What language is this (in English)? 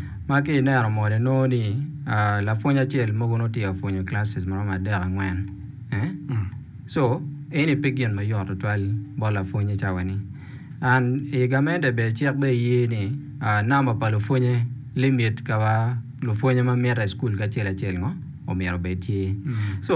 Acoli